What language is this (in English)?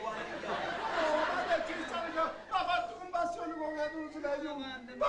Neapolitan